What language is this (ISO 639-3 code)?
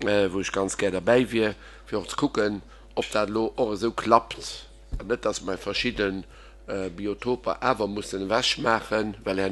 ltz